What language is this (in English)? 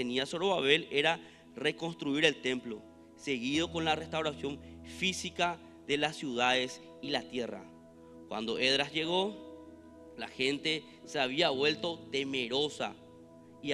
Spanish